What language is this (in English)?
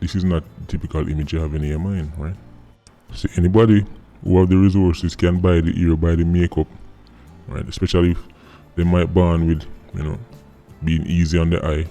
Jamaican Creole English